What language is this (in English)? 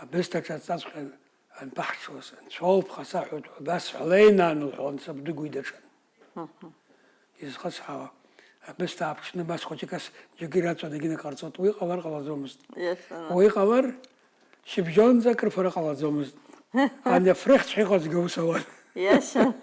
Abkhazian